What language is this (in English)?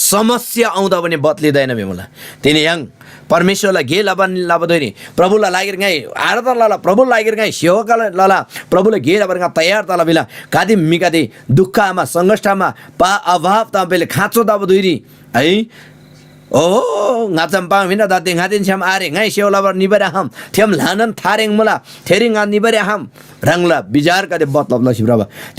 Eastern Tamang